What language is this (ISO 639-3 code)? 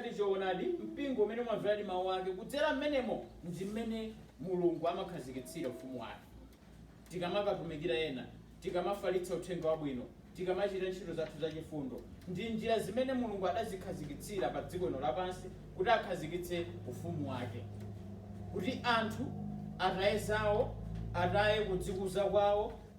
nya